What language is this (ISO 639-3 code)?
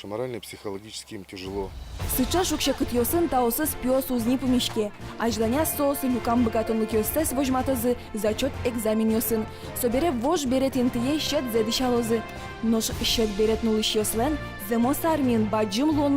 udm